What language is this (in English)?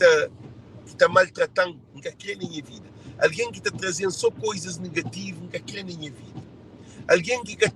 Kabuverdianu